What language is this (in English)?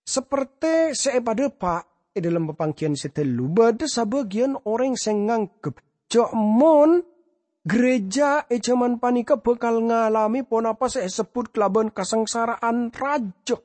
Madurese